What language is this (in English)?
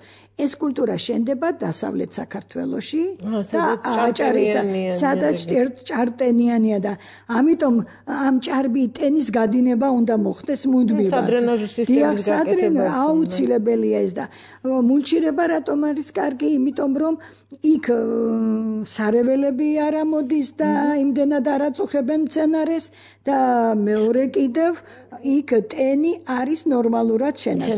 Georgian